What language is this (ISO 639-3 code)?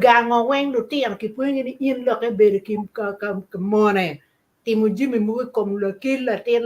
ach